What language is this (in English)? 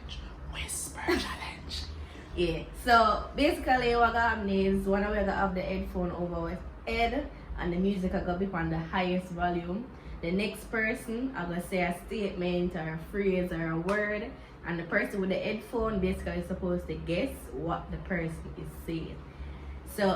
Jamaican Creole English